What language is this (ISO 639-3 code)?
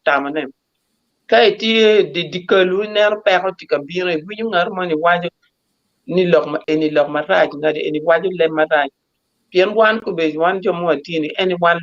ach